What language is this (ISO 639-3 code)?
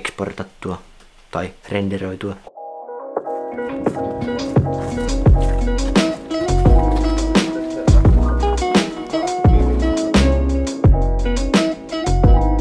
fin